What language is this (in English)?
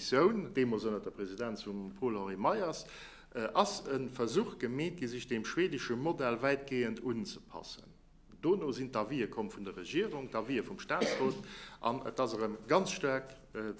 Luxembourgish